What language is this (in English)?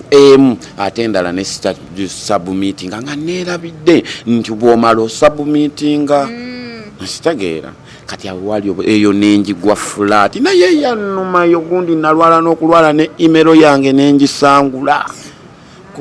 Ganda